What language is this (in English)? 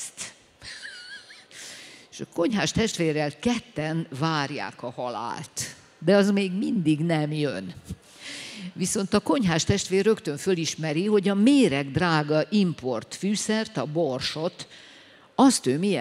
Hungarian